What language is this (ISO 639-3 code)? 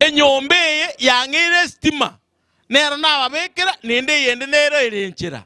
guz